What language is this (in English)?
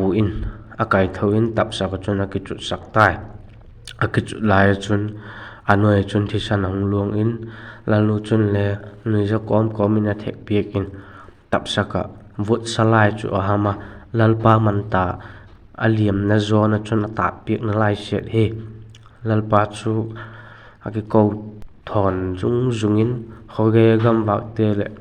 Vaiphei